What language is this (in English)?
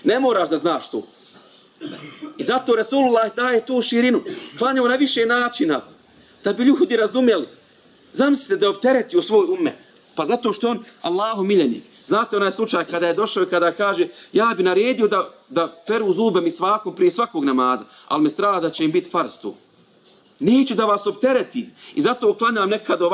Bosnian